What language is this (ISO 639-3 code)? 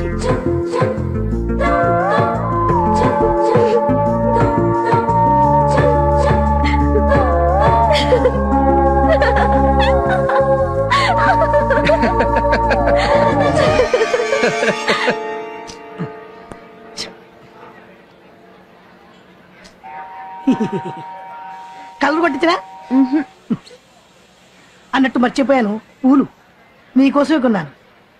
tel